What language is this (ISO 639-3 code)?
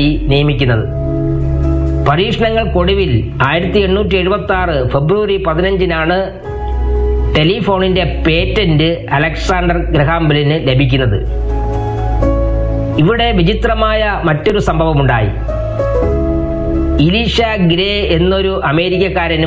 mal